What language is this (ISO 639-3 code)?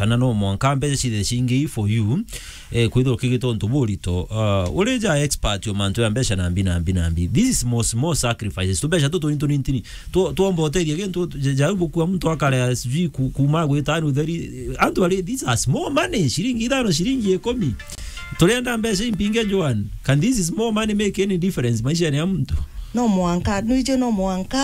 mer